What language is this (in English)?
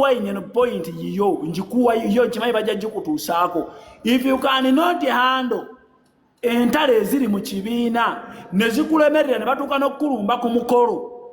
Ganda